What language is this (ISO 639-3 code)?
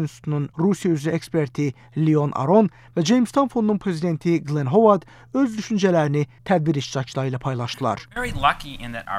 aze